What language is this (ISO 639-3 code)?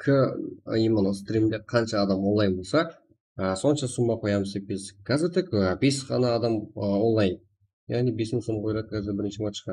kaa